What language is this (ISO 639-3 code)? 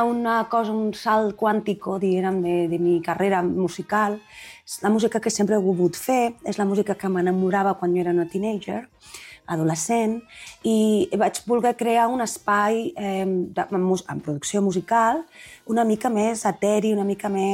cat